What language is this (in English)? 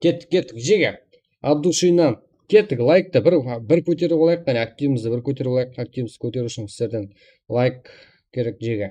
Kara-Kalpak